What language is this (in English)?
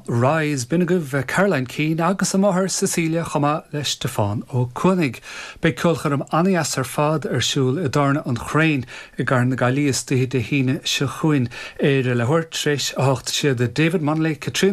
Irish